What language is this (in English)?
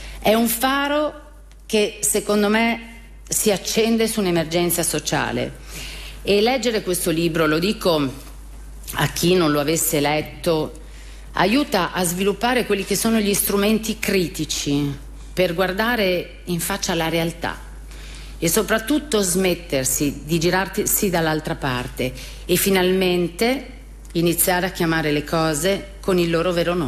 Italian